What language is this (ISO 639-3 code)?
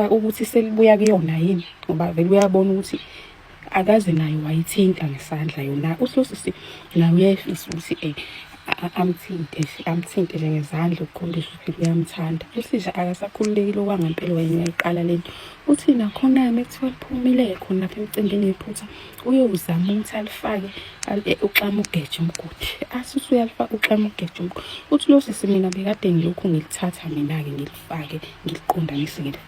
zul